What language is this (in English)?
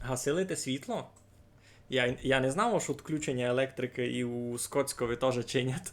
Rusyn